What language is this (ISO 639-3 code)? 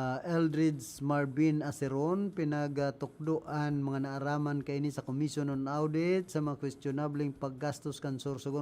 bik